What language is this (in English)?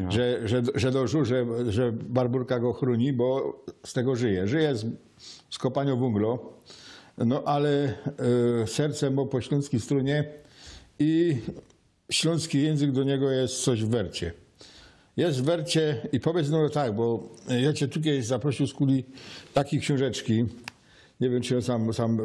Silesian